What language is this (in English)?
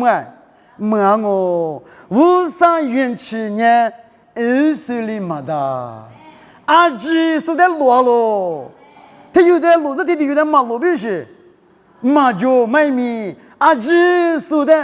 Lisu